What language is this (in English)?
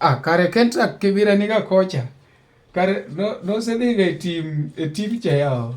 Luo (Kenya and Tanzania)